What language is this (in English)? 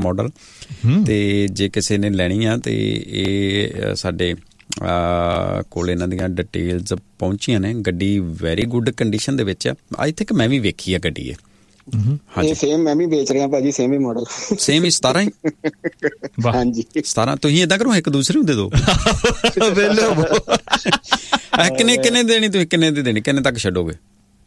Punjabi